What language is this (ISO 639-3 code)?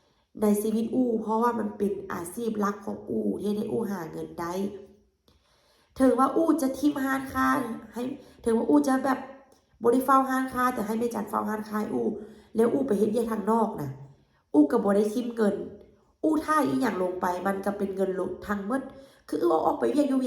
lao